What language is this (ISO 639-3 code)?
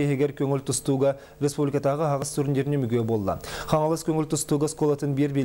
sah